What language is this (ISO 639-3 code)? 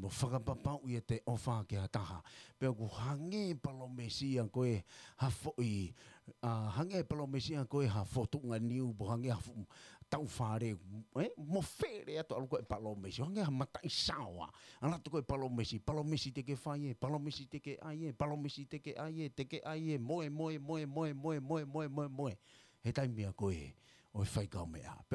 ton